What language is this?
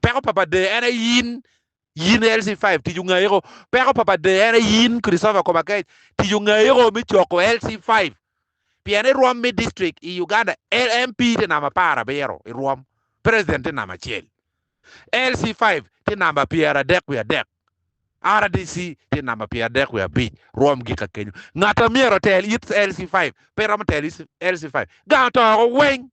Acoli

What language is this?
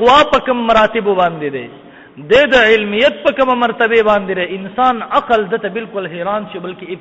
Pashto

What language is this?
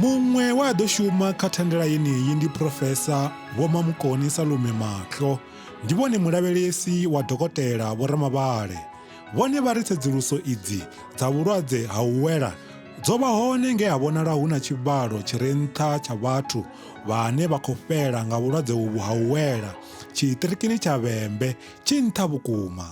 Venda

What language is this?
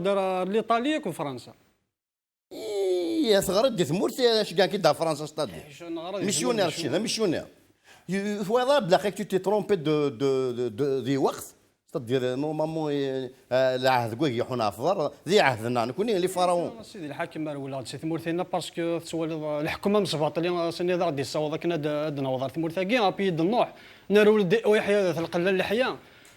Kabyle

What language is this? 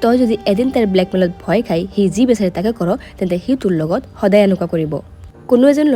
Assamese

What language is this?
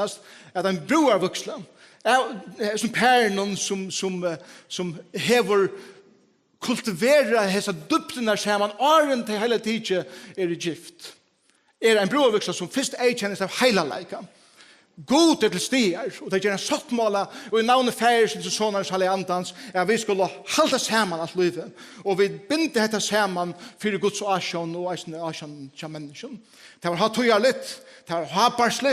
Faroese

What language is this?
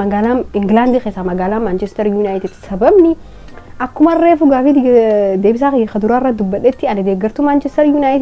Oromo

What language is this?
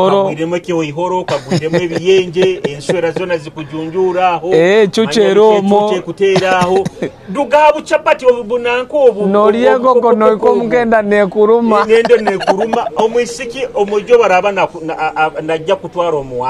Nyoro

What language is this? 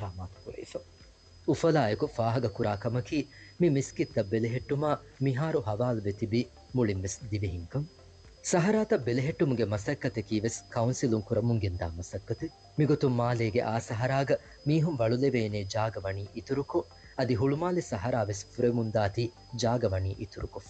Divehi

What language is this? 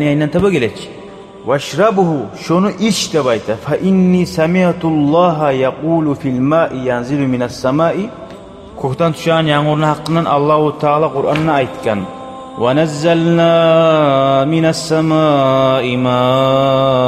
Kumyk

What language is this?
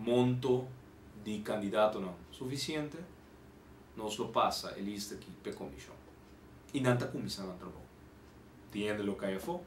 Papiamento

